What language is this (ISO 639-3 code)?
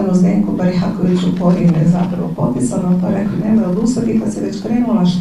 hrv